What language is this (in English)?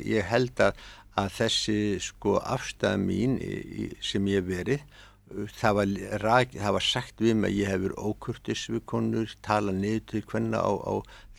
Icelandic